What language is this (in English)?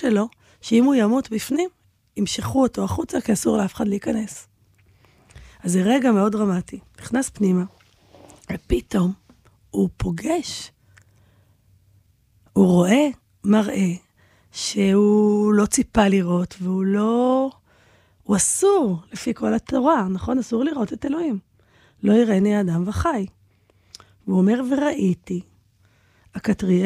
Hebrew